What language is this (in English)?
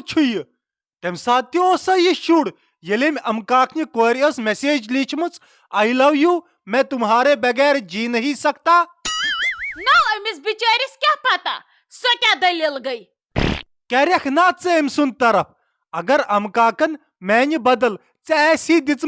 Kashmiri